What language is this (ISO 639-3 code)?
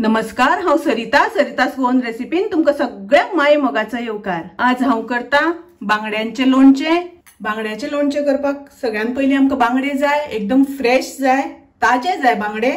kok